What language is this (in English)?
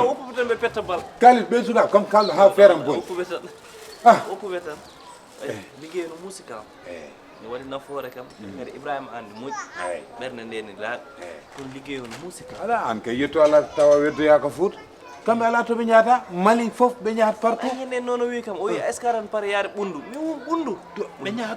Fula